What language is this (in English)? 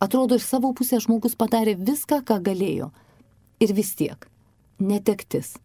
Lithuanian